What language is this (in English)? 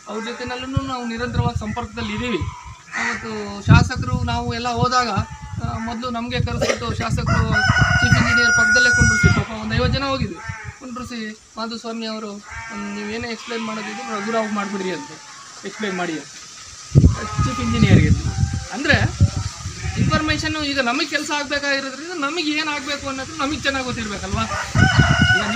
Kannada